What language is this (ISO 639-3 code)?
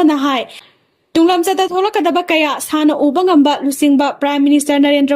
mni